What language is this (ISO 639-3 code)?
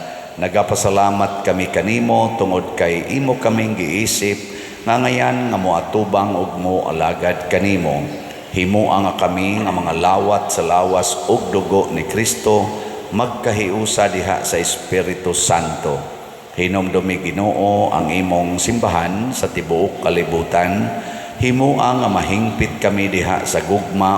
ceb